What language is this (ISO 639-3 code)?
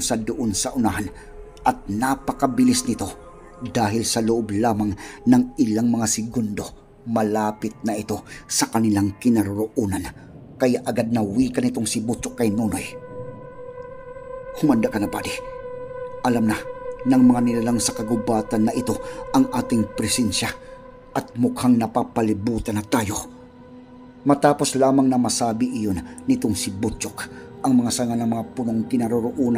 fil